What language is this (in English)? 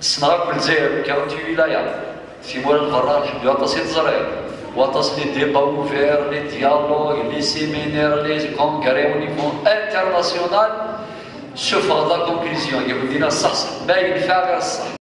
Kabyle